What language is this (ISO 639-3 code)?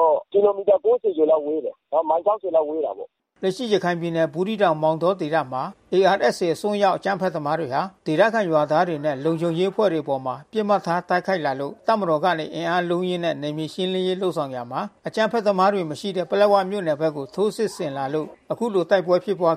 mya